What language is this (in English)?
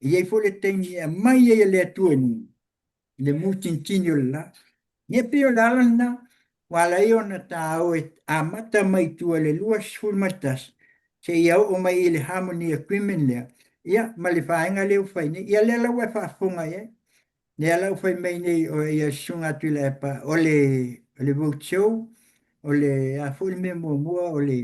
Samoan